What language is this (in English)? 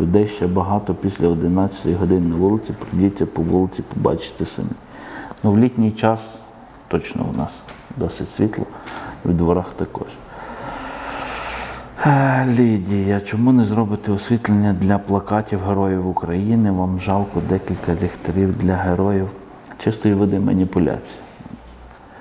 Ukrainian